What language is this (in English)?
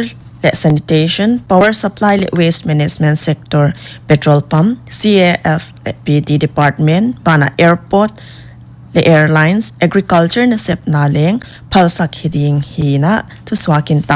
Paite Chin